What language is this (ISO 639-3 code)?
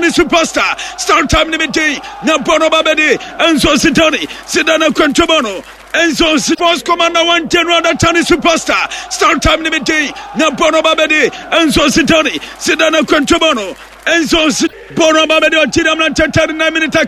aka